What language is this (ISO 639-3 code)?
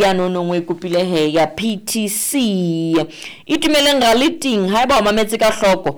sot